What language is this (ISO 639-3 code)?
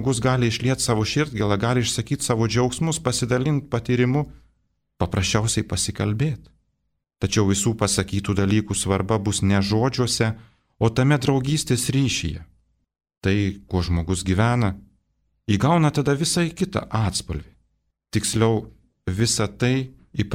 lit